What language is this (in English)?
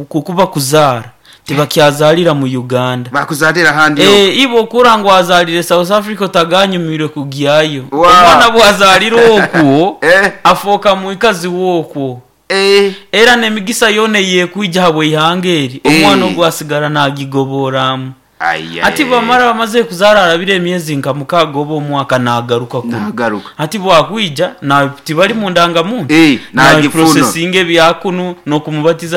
Nyoro